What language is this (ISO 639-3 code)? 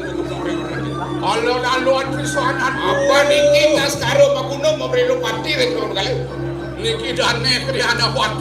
ban